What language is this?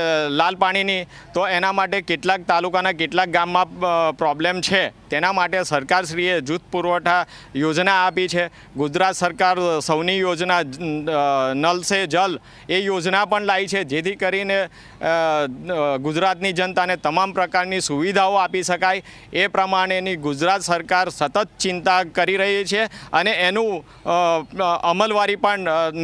Gujarati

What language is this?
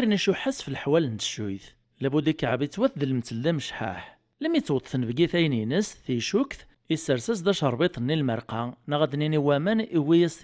Kabyle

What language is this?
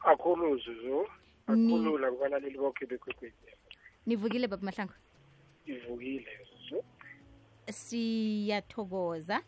South Ndebele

